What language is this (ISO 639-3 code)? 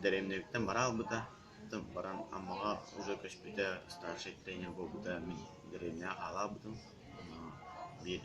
sah